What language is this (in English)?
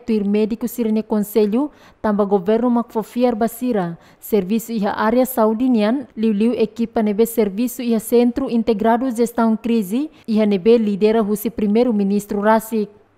Tetum